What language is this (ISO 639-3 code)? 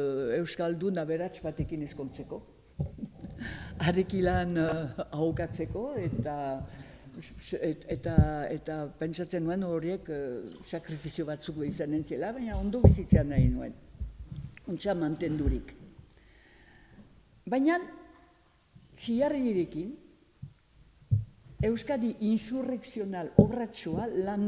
eus